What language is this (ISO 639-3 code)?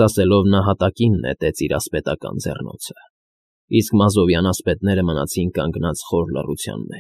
hye